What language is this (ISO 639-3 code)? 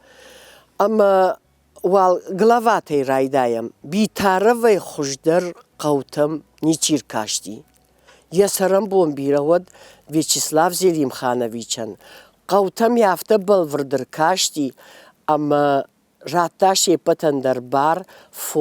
oss